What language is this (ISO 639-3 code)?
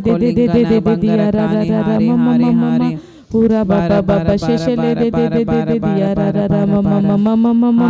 kdh